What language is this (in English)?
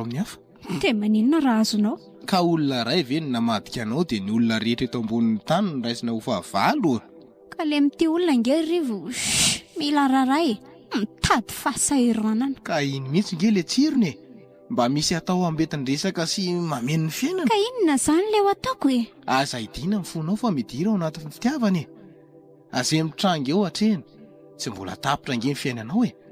Malagasy